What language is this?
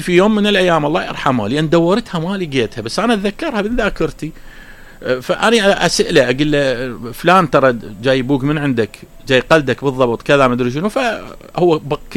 Mesopotamian Arabic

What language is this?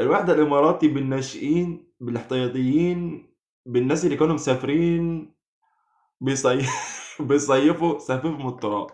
Egyptian Arabic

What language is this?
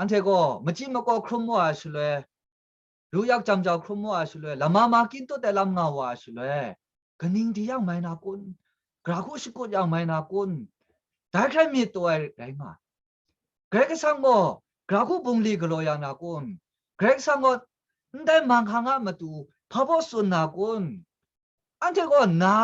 Kachin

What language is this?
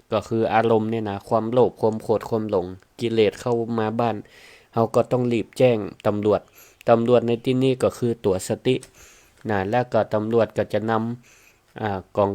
Northern Thai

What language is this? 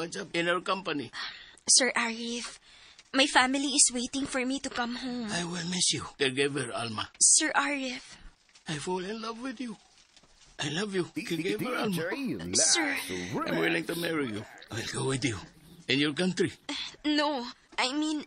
Cebuano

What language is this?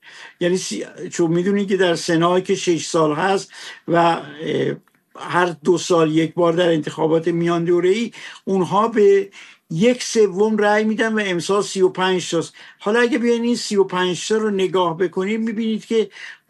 Persian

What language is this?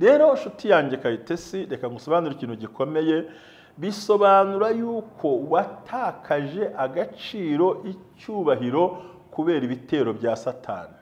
Kinyarwanda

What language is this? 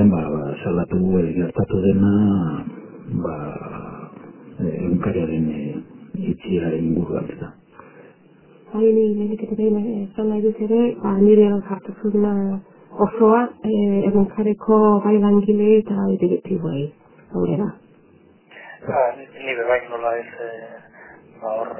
Basque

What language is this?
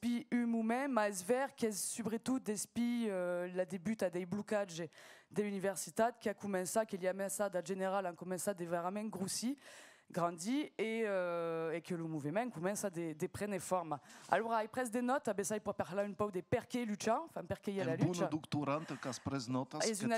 Occitan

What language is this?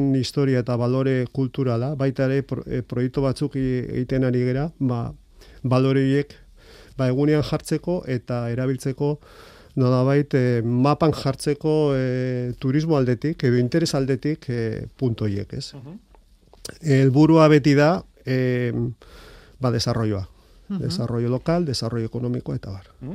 Basque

